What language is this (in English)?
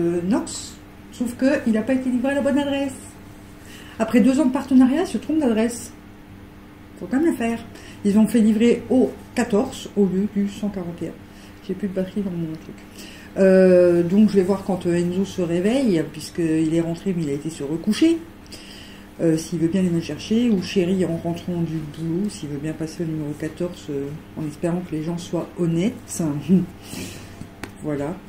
French